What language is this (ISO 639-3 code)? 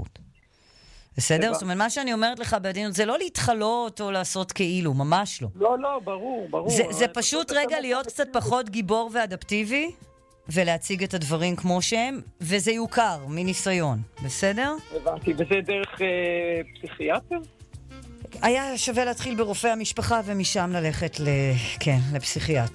heb